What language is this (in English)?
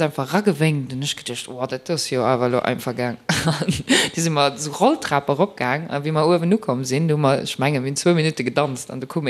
Luxembourgish